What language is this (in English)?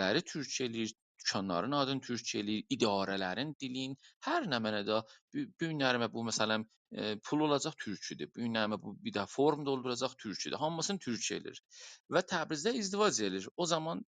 South Azerbaijani